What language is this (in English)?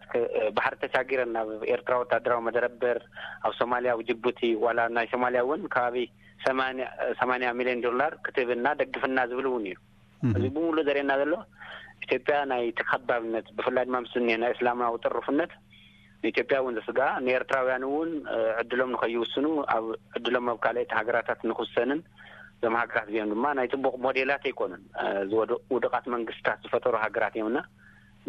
Tigrinya